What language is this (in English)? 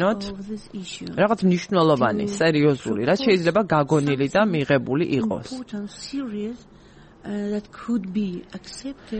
Georgian